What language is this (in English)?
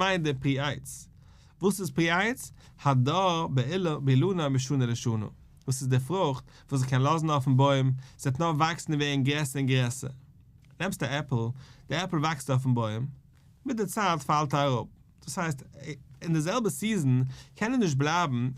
Yiddish